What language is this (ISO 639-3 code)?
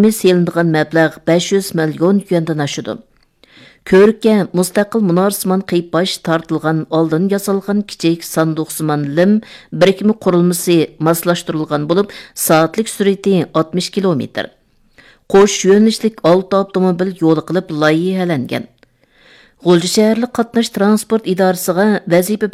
uig